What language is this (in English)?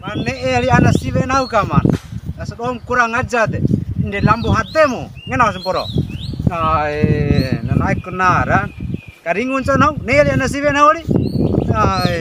Bima